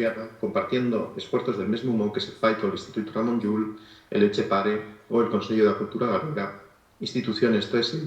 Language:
Asturian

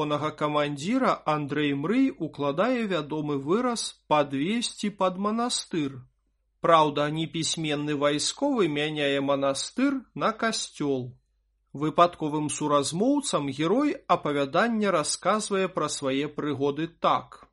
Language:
Belarusian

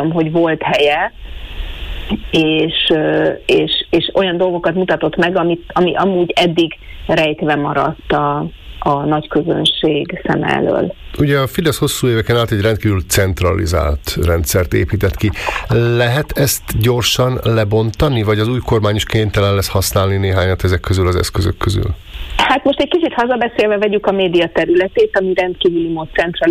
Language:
Hungarian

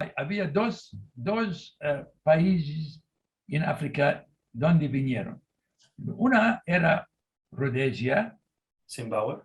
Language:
Ladino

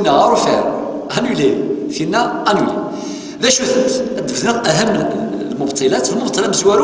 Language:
Kabyle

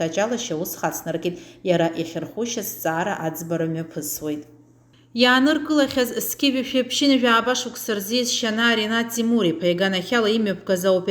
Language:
Abkhazian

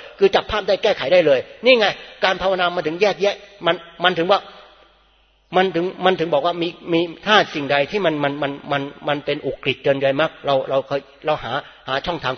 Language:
Thai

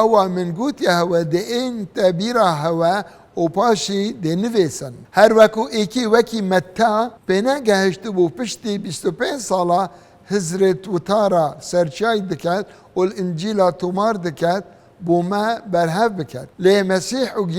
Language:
Kurdish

